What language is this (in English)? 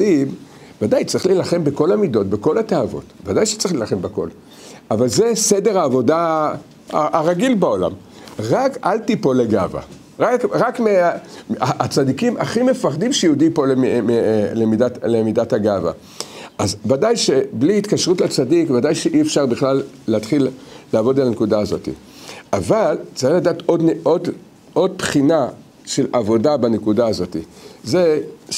Hebrew